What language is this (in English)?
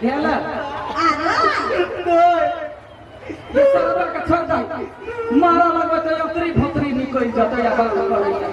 Maithili